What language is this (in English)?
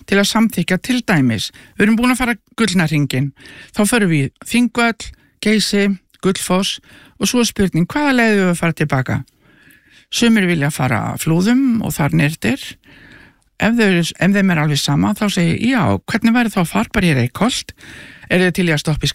Icelandic